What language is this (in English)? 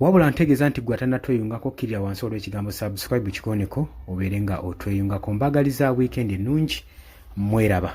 Ganda